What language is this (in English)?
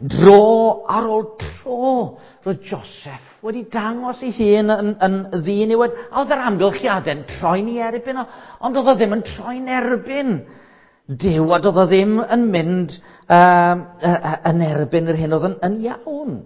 Welsh